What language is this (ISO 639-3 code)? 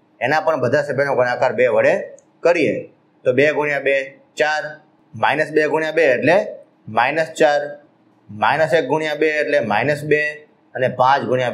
guj